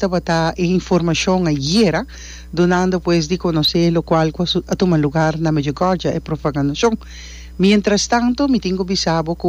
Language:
Papiamento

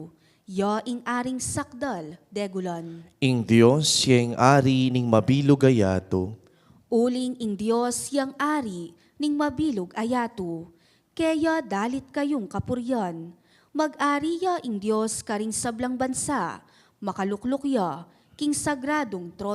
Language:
Pampanga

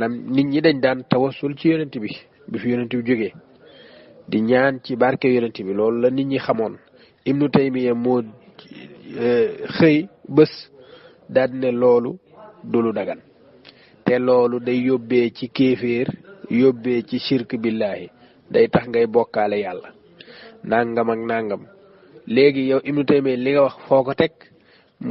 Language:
Wolof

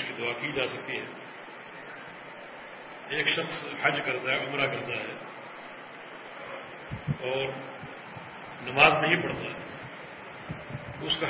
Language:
Urdu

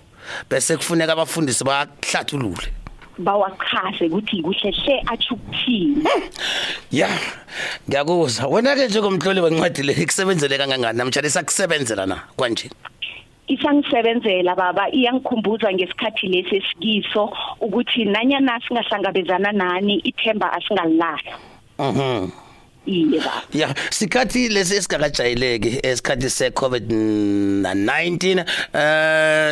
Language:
South Ndebele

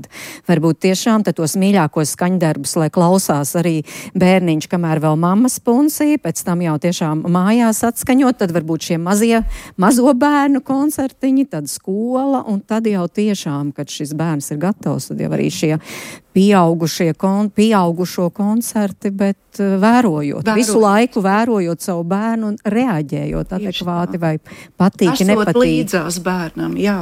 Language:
Latvian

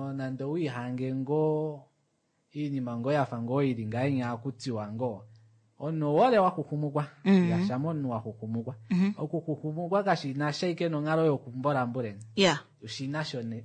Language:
Kuanyama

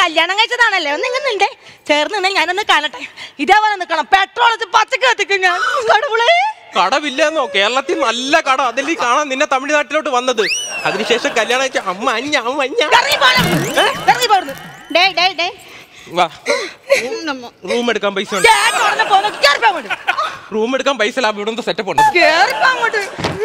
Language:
Malayalam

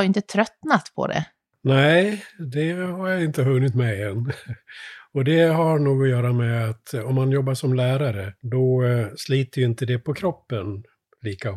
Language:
Swedish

